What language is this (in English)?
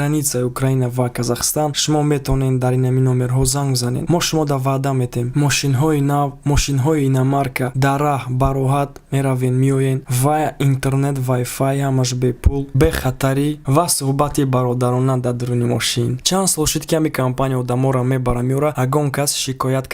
Tajik